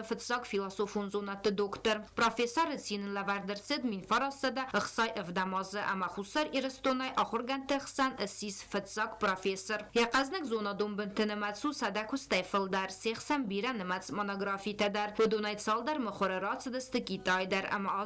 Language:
Ossetic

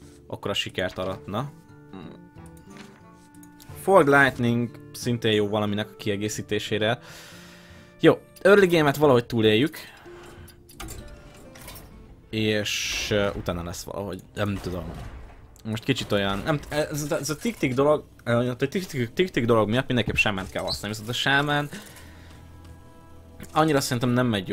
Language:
Hungarian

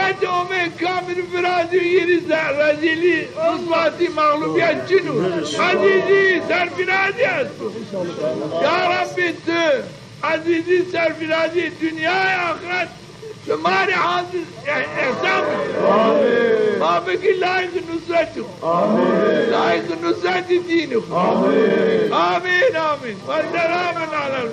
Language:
Zaza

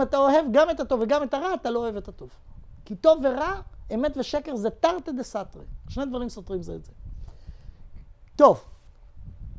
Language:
Hebrew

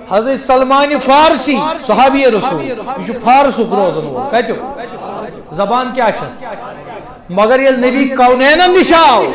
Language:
Kashmiri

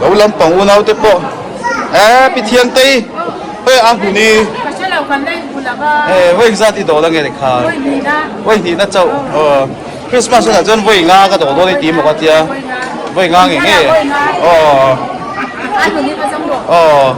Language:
Mizo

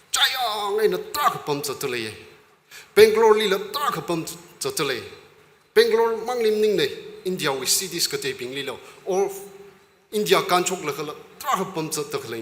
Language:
Tangkhul Naga (India)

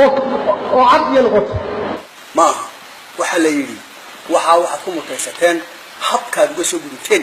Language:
Somali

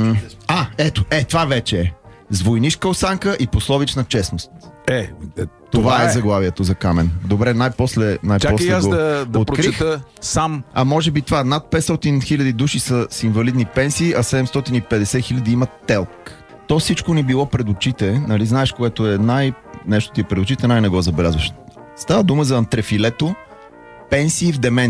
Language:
Bulgarian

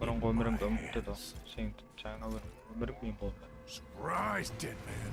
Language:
Kara-Kalpak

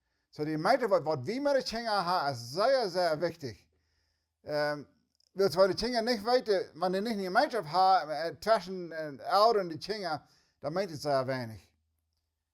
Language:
Plautdietsch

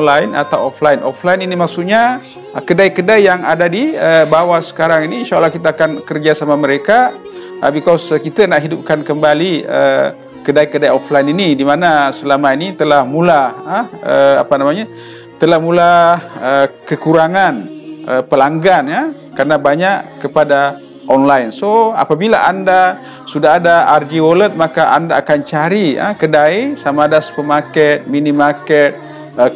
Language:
Malay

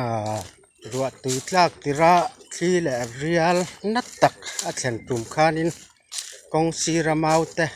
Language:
Mizo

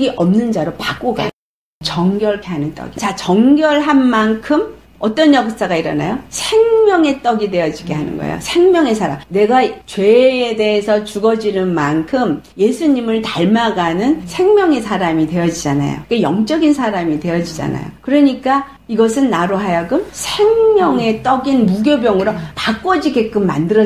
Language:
Korean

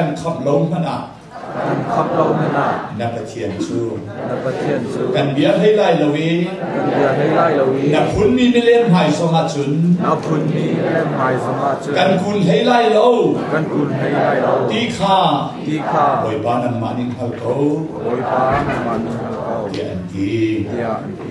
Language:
Hakha Chin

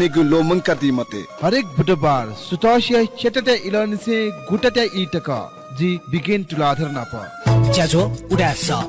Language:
Newari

